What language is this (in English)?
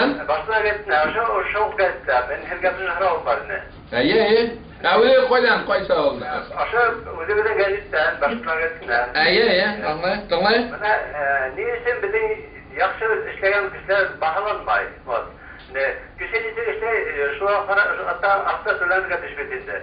Bashkir